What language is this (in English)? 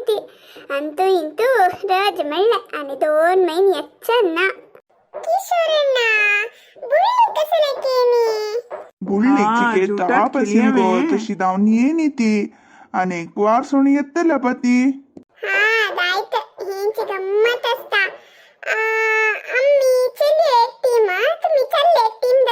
Konkani